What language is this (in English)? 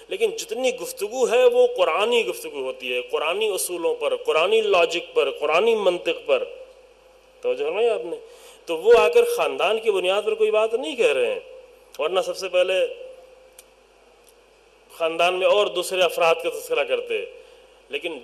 Urdu